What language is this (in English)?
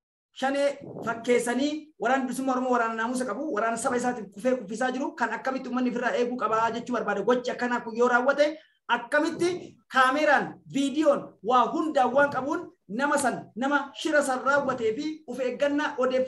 Oromo